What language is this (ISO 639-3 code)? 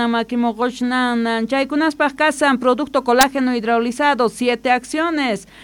que